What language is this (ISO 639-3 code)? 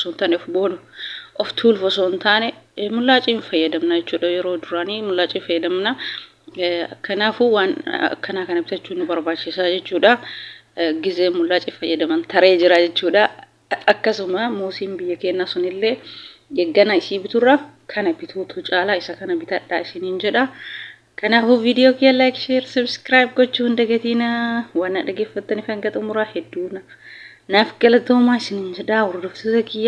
orm